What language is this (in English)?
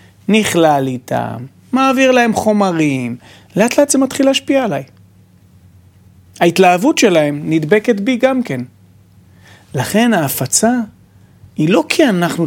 Hebrew